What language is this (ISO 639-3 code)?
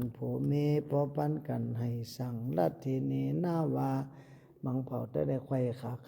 shn